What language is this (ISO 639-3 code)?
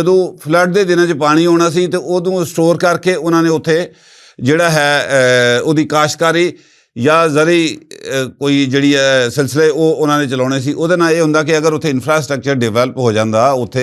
lah